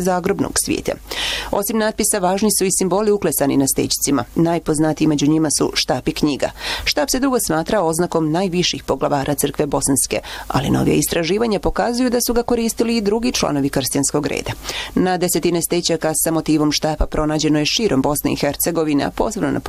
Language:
Bosnian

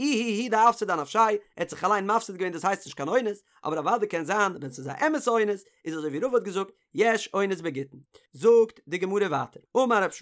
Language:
Yiddish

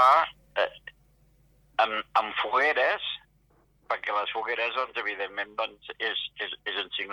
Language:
Catalan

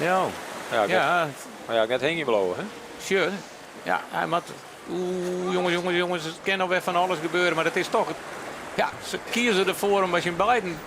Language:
Western Frisian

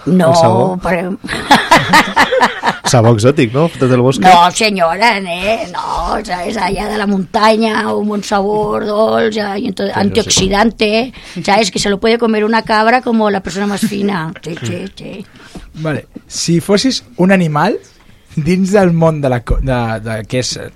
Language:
Catalan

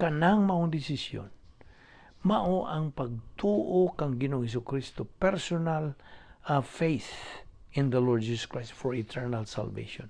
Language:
Cebuano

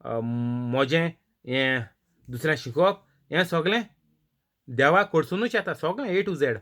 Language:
Konkani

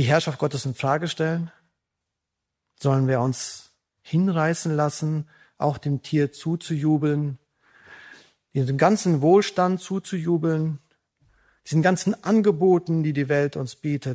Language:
German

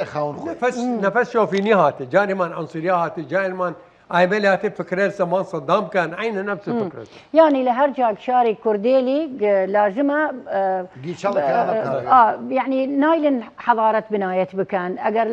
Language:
Southern Kurdish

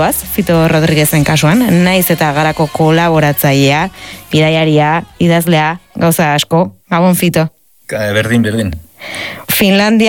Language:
Basque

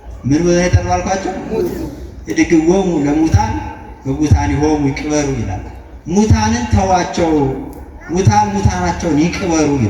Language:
Amharic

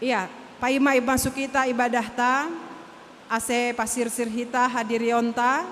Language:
Batak Simalungun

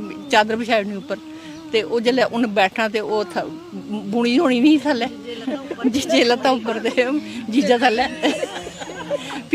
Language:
Dogri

